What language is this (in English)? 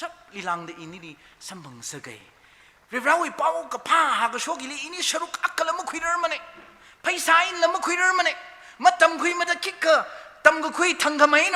Tangkhul Naga (India)